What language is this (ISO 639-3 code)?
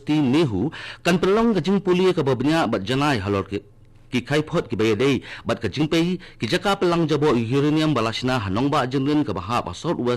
kha